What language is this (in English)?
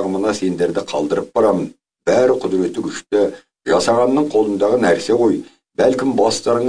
Kazakh